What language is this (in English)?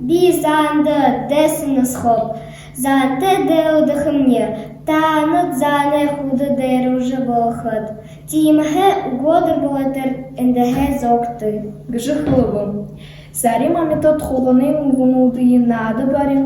Buriat